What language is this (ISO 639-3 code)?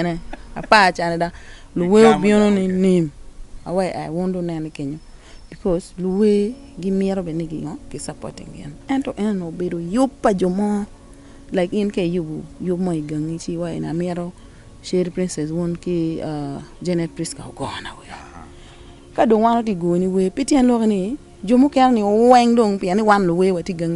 ach